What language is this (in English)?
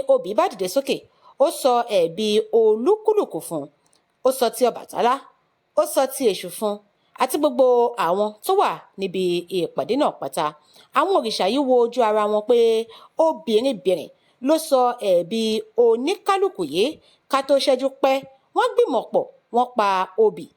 Yoruba